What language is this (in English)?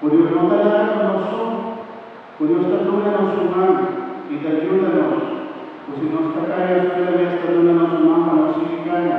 Papiamento